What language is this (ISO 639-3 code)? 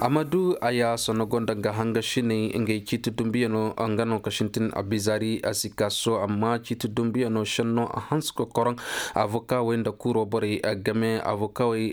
ses